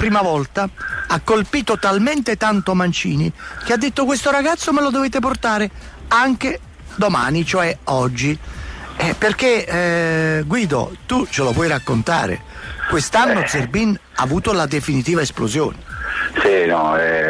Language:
Italian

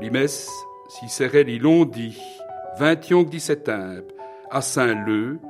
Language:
Walloon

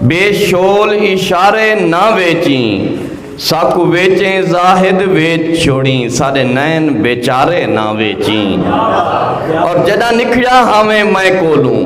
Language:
Saraiki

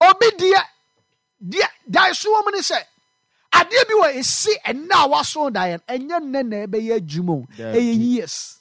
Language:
Akan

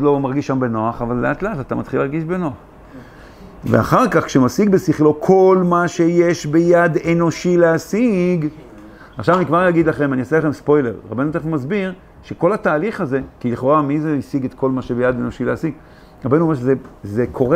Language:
Hebrew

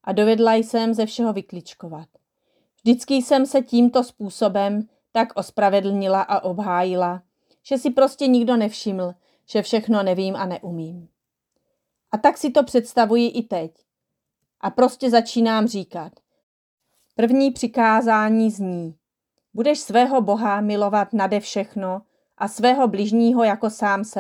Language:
Czech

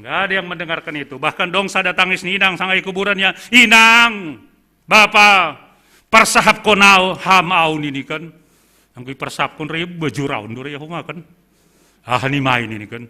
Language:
Batak Simalungun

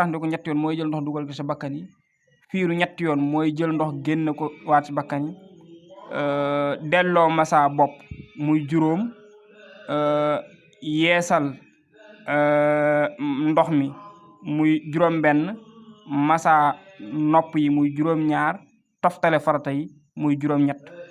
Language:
Wolof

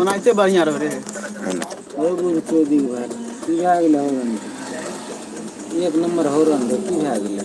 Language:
Maithili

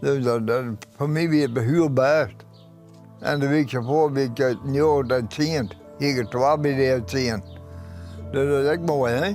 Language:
Western Frisian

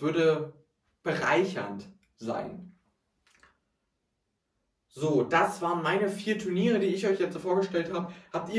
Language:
German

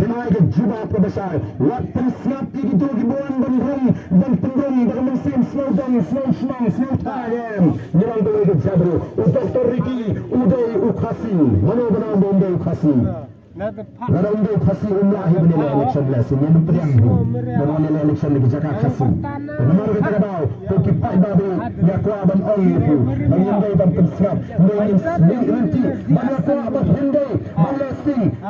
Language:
Khasi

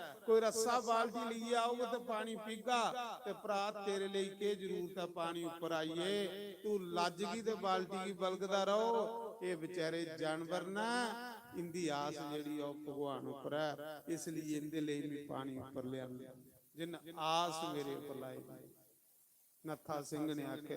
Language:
Dogri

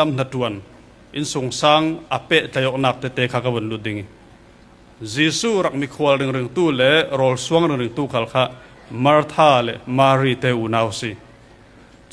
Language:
Falam Chin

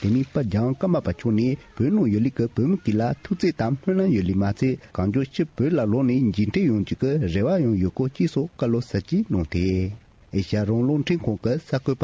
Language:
Tibetan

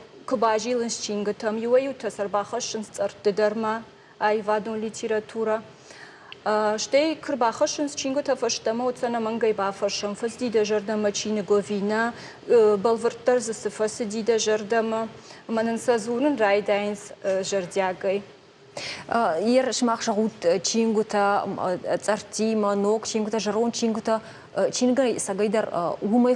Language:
Ossetic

